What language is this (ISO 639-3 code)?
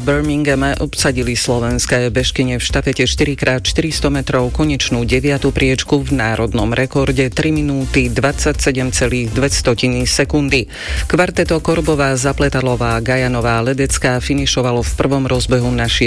slk